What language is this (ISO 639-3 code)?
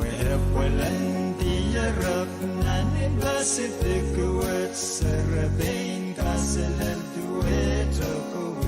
pon